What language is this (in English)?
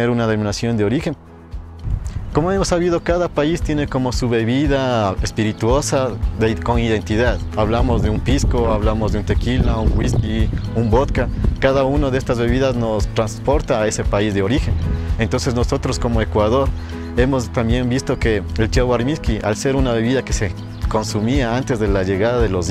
Spanish